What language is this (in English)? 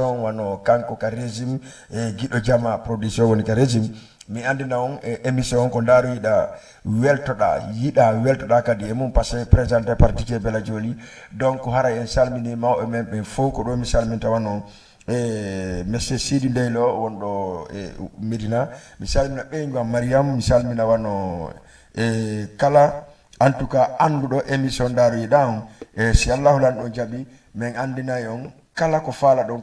Fula